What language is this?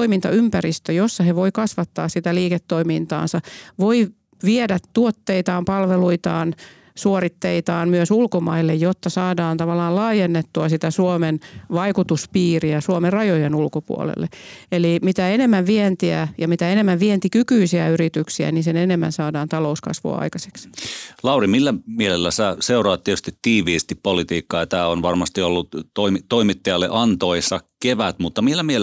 Finnish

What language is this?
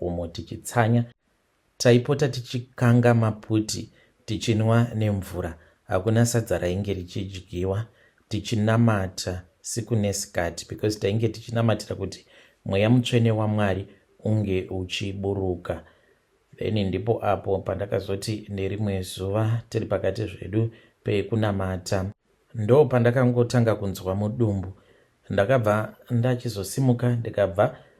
Shona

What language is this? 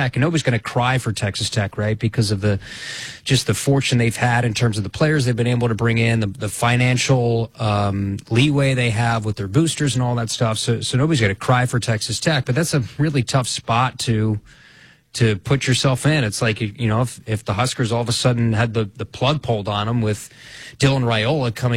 English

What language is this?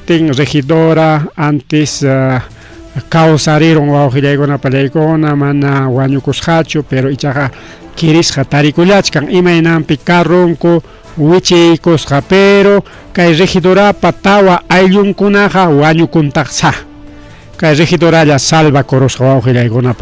Ayacucho Quechua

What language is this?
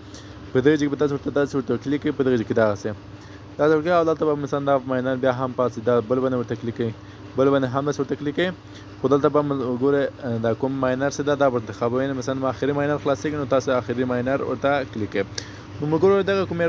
Pashto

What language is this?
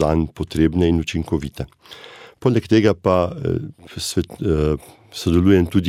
Slovenian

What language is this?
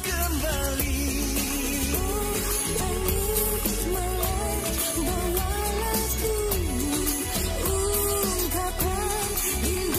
Indonesian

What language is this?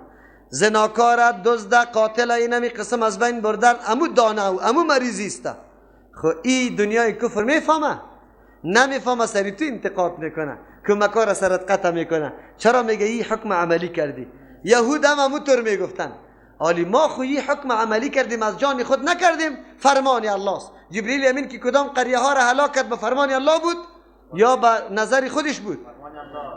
Persian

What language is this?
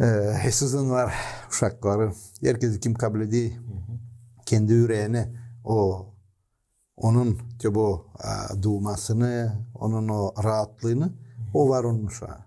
Gagauz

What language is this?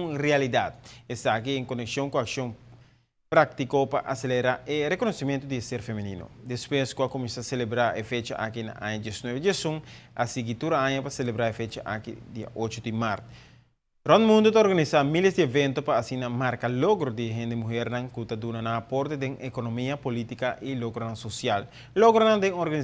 Papiamento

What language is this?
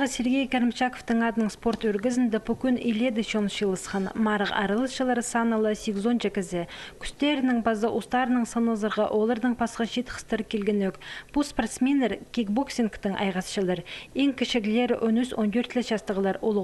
Khakas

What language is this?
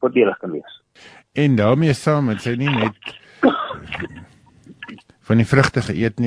Afrikaans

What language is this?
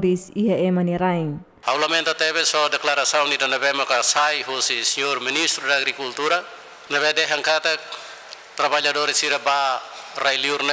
Tetum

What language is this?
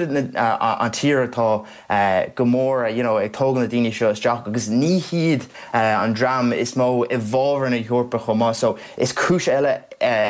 Irish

